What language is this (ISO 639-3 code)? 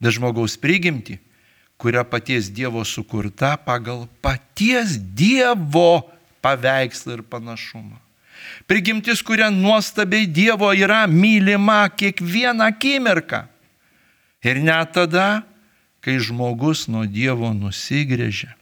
lit